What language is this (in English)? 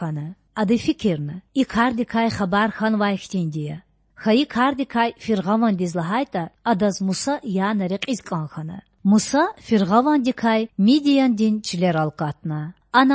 Lezghian